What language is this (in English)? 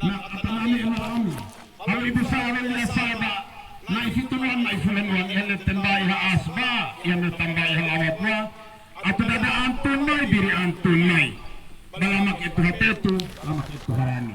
Tetum